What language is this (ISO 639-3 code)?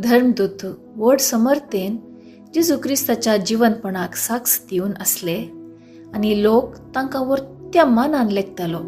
kok